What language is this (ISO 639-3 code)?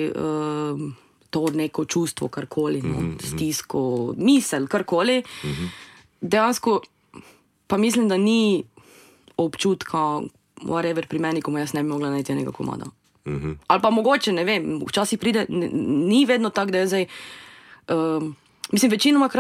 slv